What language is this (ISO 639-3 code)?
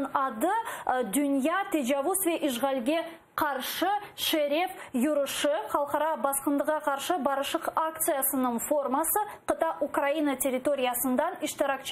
crh